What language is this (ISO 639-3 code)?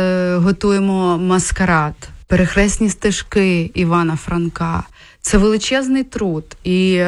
ukr